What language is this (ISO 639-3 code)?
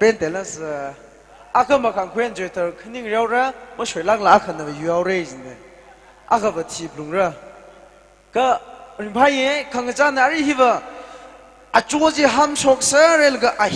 nmf